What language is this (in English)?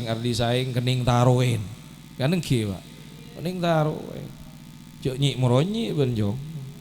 Madurese